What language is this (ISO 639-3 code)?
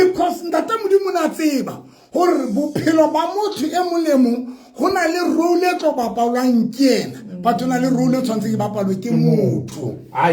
sot